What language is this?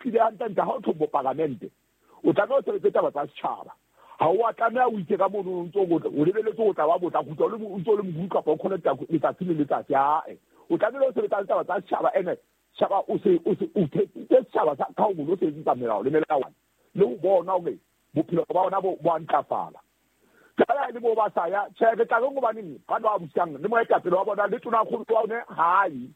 Southern Sotho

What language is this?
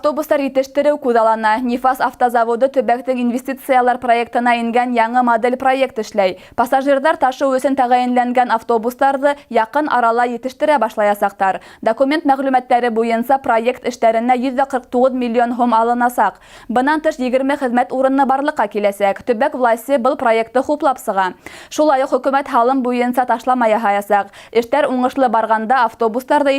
Bashkir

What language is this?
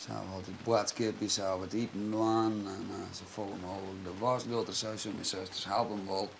Western Frisian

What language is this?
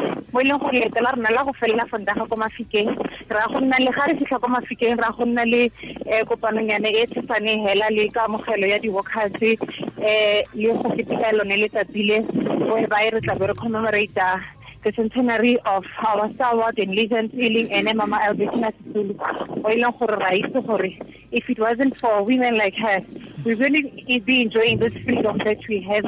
Tswana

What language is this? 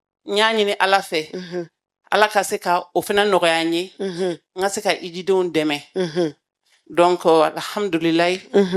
Bambara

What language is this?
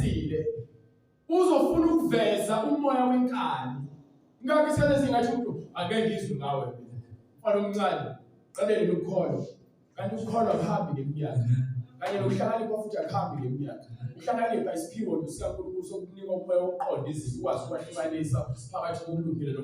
Zulu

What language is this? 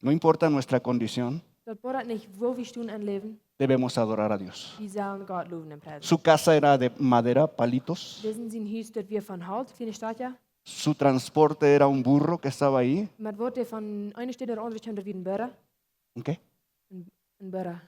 Plautdietsch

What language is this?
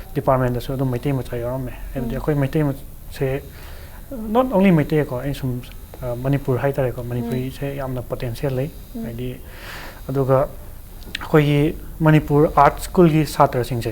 Manipuri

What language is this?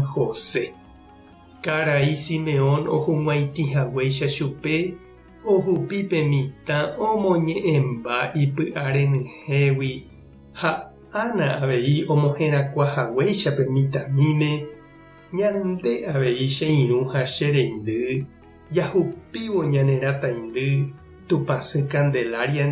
Guarani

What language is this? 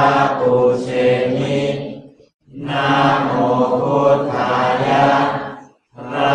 Thai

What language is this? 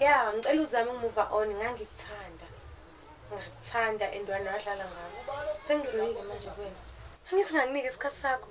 Zulu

